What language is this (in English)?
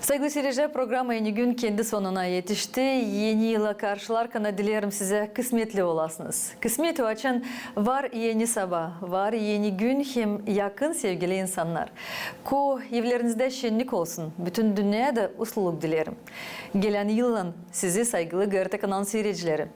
Gagauz